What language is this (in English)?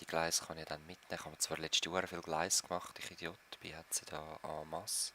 Swiss German